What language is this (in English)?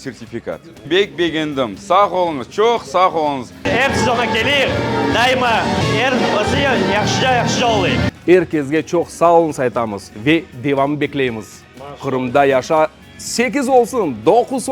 Crimean Tatar